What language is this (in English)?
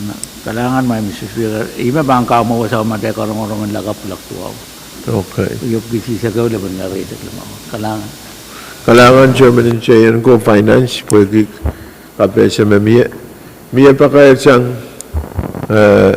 Pohnpeian